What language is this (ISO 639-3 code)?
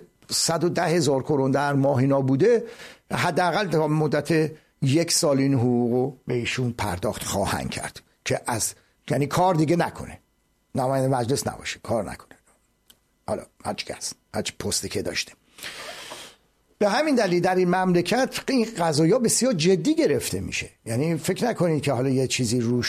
fas